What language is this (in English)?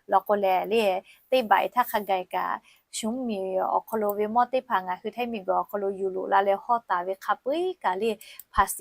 Lahu